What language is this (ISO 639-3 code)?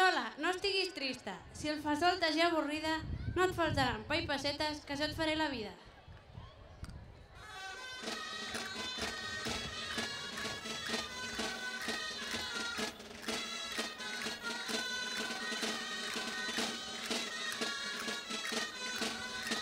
cat